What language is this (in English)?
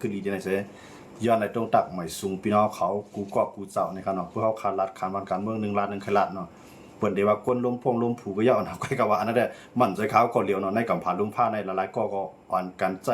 Shan